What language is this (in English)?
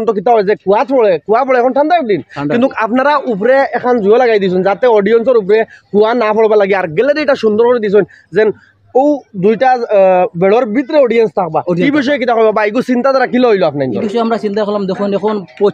Sylheti